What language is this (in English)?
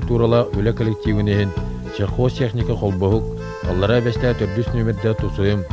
Yakut